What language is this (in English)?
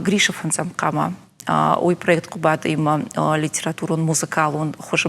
Ossetic